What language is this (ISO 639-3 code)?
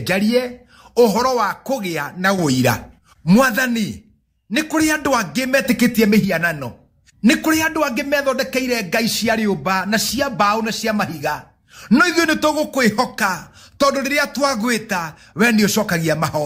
kik